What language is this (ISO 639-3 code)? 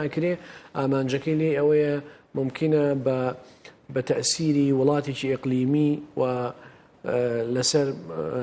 ckb